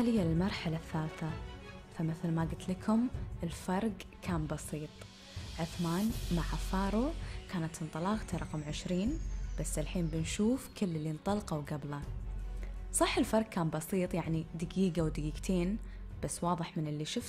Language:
Gulf Arabic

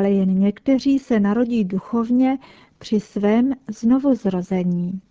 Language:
Czech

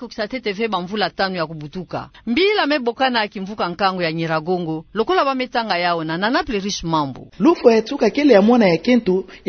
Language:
Kituba (Democratic Republic of Congo)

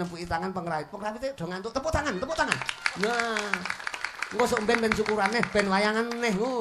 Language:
Javanese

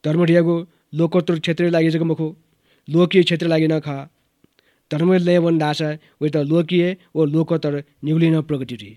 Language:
Newari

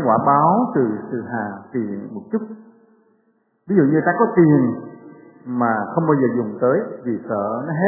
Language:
Vietnamese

